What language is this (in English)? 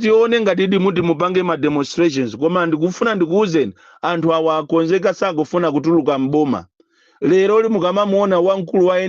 Nyanja